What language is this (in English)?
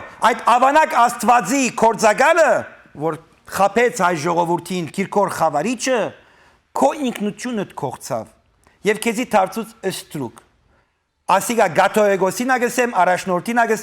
Western Armenian